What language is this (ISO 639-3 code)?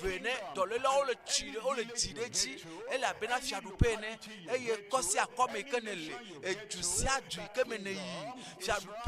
ewe